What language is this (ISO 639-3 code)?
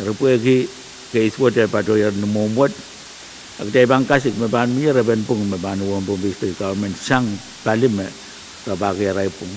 pon